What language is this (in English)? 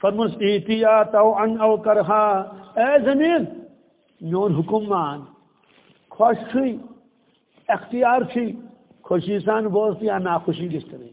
Kashmiri